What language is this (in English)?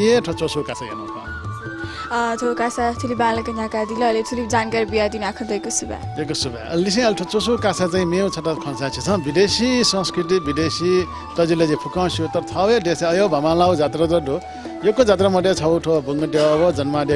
Newari